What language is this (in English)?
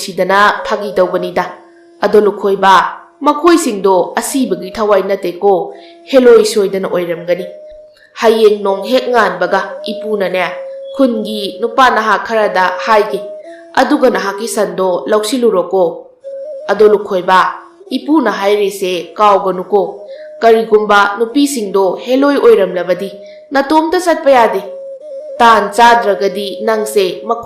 Manipuri